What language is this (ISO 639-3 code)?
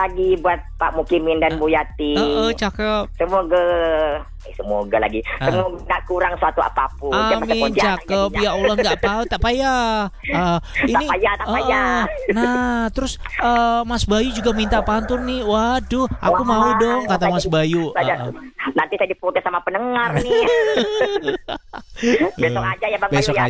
ind